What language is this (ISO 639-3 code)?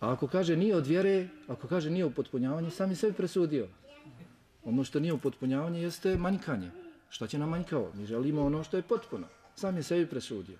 bos